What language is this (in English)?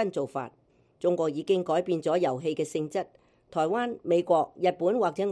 Cantonese